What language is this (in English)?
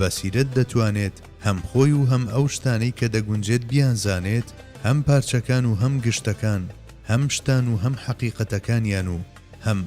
Central Kurdish